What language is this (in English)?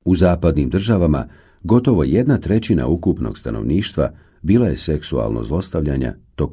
Bosnian